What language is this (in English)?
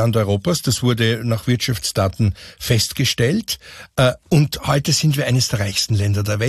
German